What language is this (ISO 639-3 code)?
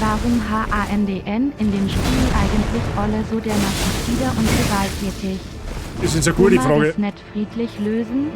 bar